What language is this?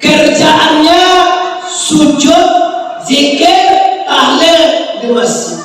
Minangkabau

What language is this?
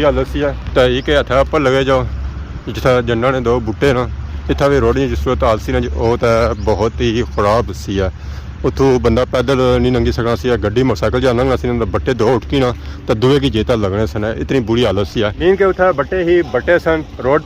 Pahari-Potwari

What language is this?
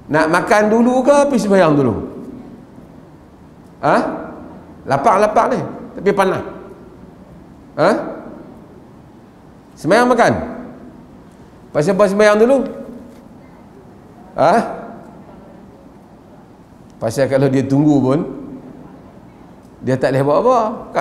Malay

